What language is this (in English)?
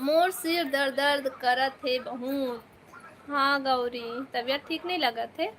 Chhattisgarhi